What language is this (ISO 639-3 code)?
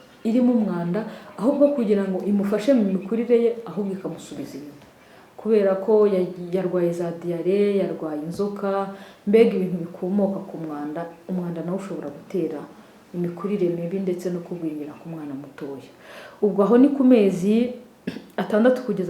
kin